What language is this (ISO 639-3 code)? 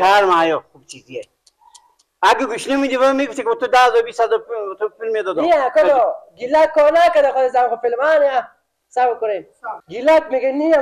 fas